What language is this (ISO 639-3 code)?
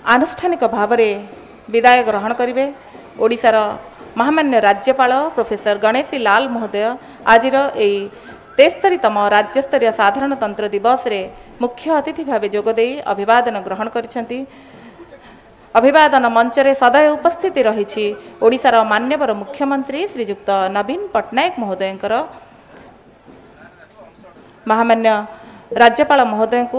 ori